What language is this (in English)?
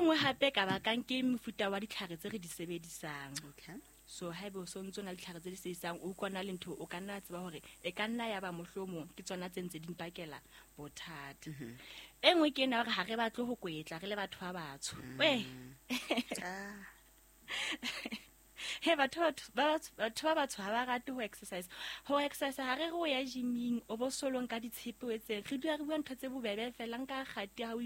Southern Sotho